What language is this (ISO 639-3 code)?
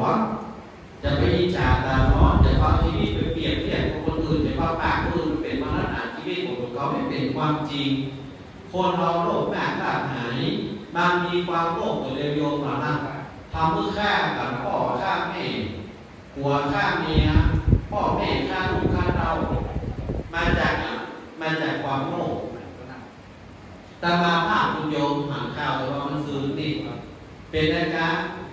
tha